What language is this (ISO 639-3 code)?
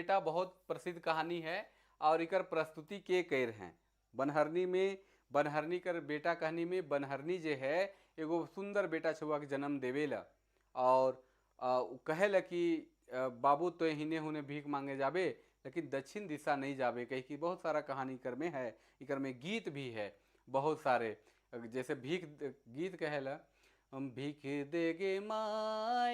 sck